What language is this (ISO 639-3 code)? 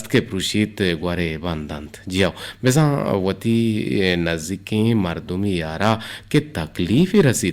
bgp